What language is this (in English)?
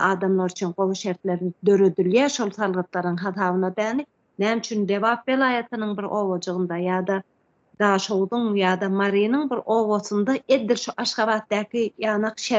Turkmen